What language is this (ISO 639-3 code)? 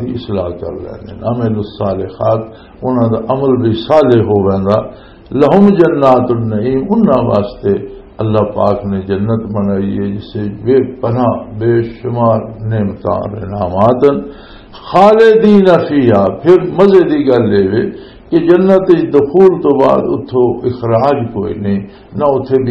lah